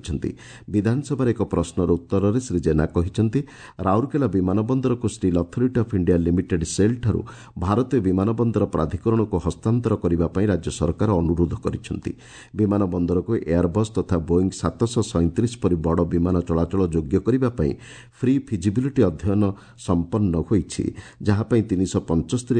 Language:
Odia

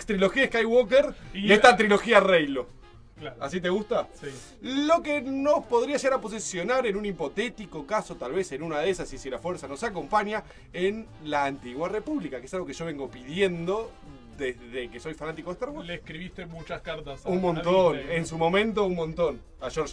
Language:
Spanish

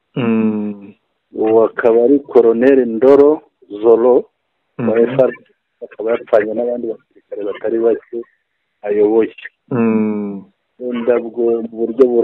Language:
Kinyarwanda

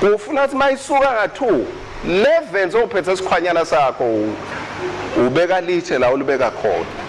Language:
Swati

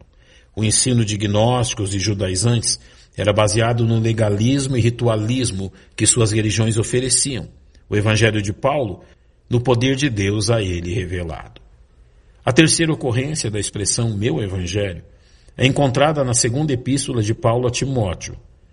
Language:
Portuguese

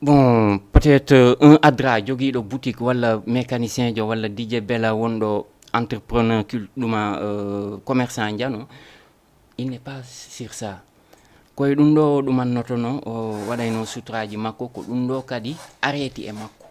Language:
Fula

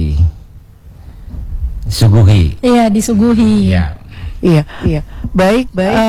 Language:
Indonesian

